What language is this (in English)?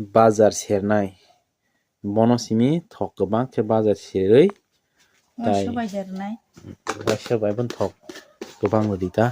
Kok Borok